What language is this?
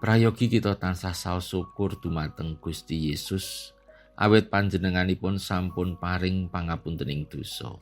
Javanese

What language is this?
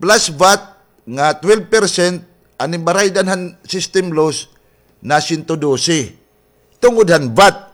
Waray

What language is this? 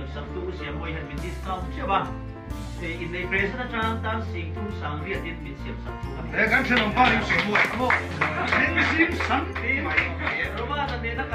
Hmar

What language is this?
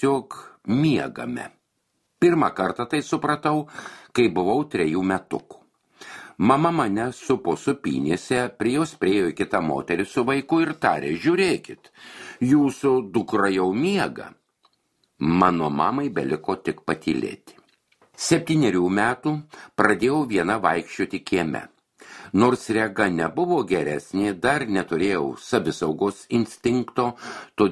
Lithuanian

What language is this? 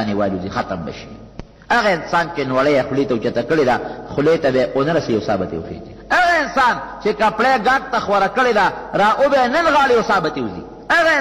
Pashto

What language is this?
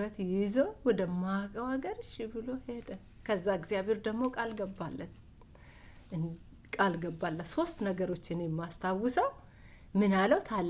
Amharic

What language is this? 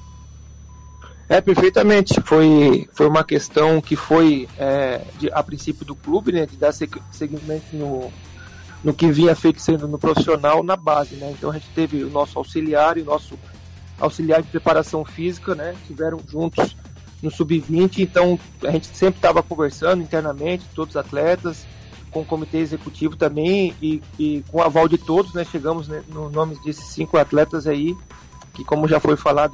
Portuguese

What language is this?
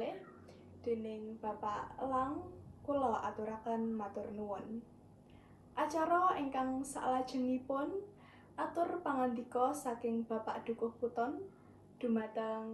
Javanese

